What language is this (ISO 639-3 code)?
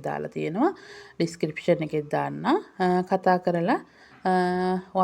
sin